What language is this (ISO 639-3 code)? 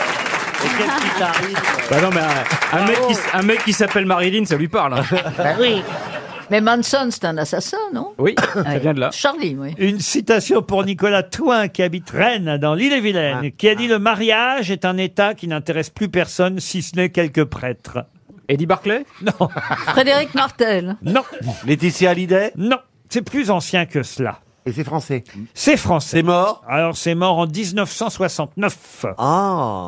fra